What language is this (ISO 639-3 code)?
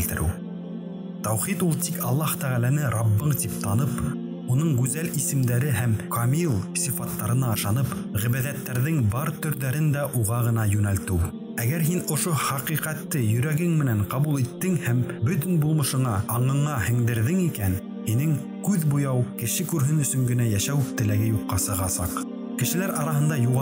bak